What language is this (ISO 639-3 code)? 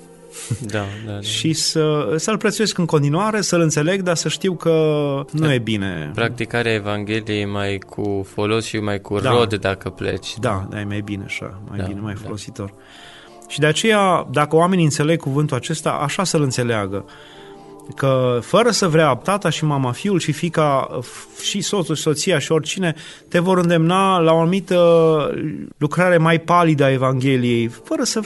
ron